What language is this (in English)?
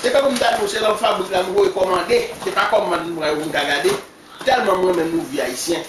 Haitian Creole